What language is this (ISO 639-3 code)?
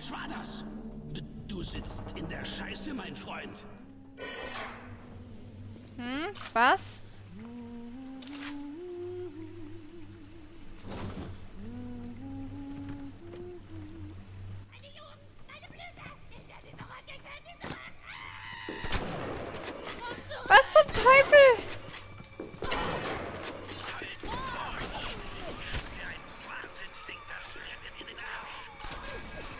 deu